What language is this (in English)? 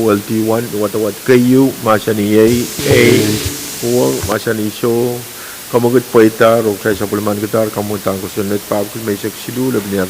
Pohnpeian